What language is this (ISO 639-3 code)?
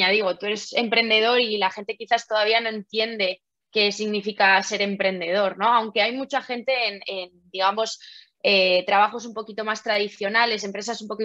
spa